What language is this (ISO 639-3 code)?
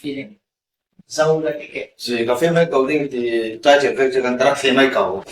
lus